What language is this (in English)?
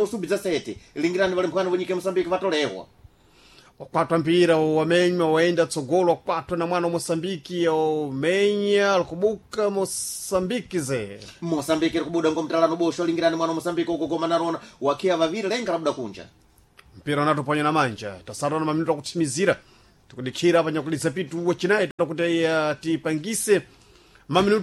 Sena